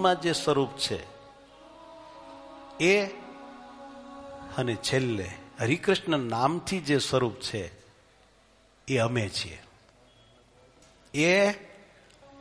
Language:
Gujarati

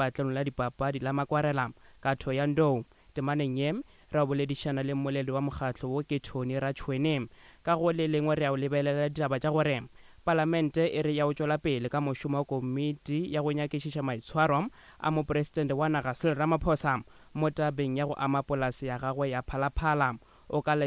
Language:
Northern Sotho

